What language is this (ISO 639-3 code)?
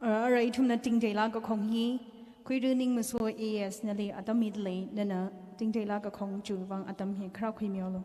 nmf